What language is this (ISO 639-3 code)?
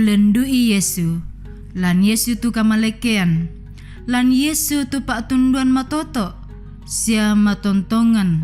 sda